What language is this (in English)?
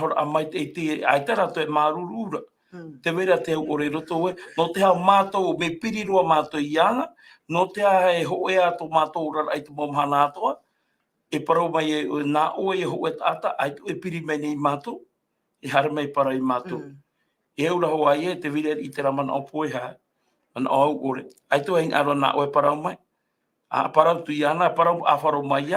Tahitian